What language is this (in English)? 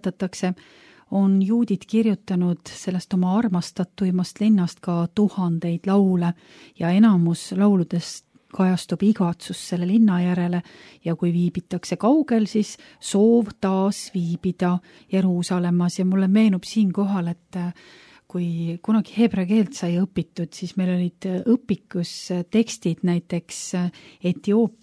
Estonian